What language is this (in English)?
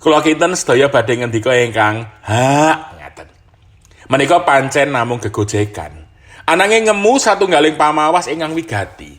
Javanese